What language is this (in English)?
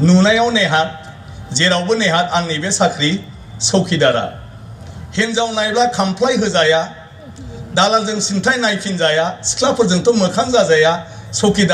Bodo